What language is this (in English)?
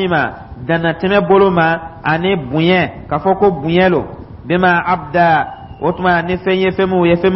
Dyula